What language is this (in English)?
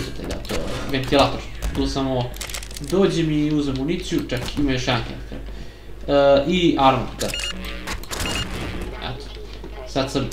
Serbian